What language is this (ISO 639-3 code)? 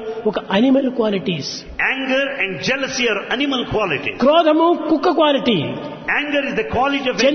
tel